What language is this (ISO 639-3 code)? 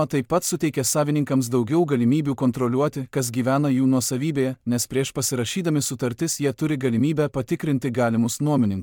lit